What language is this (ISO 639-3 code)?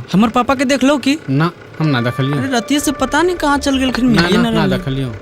mag